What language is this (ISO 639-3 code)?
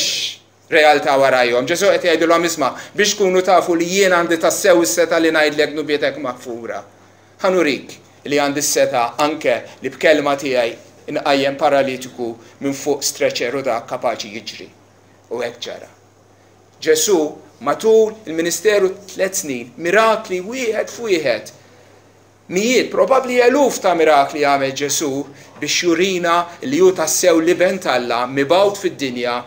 mlt